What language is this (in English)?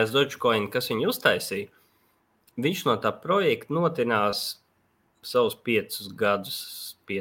Latvian